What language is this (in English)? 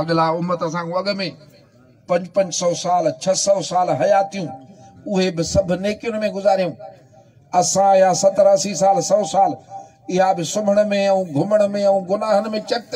Sindhi